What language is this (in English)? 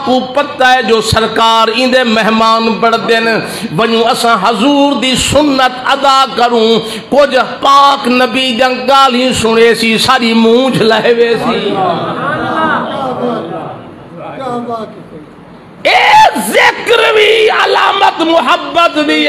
Saraiki